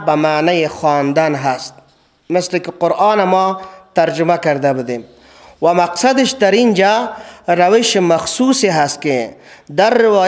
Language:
Persian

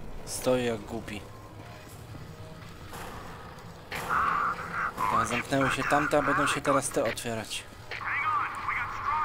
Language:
Polish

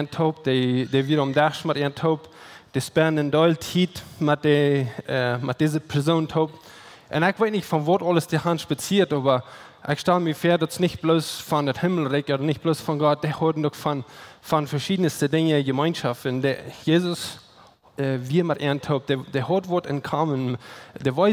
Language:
Plautdietsch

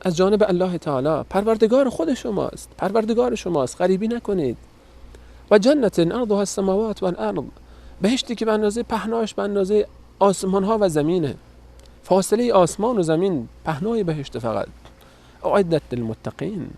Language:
Persian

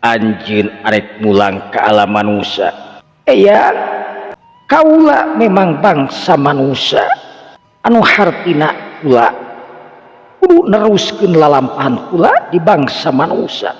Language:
Sundanese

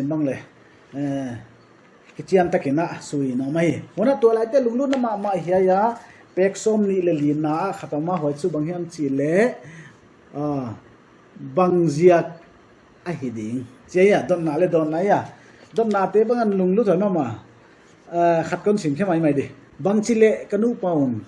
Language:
Paite Chin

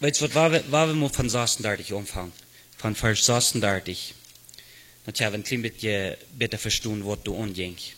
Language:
Plautdietsch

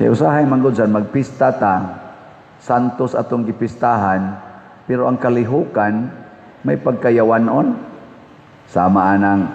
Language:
Cebuano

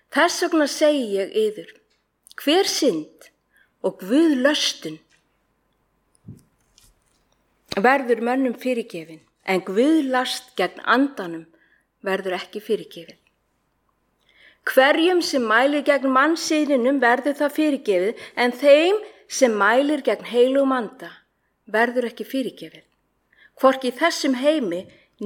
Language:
Icelandic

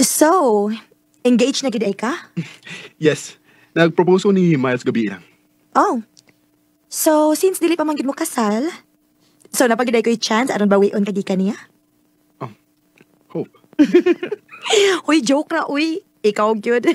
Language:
Cebuano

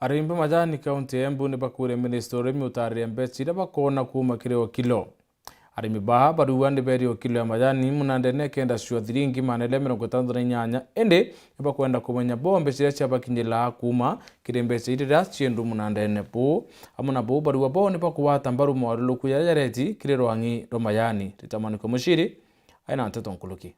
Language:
Meru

